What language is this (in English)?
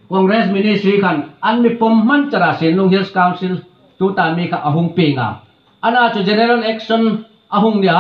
Hmar